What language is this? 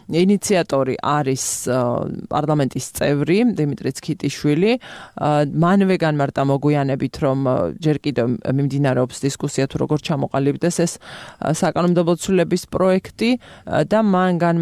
Georgian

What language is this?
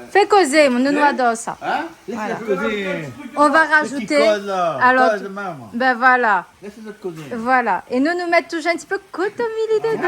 Réunion Creole French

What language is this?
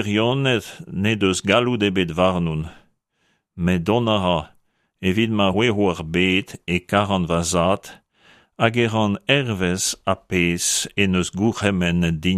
Breton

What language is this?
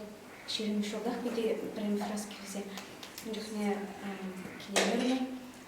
Chuvash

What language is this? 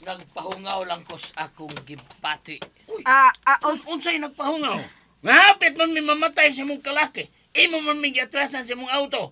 Cebuano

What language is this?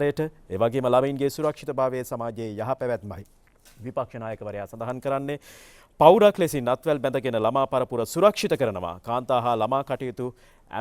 Sinhala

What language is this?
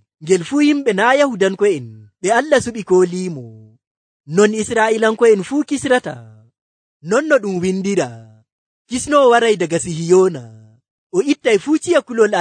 Nigerian Fulfulde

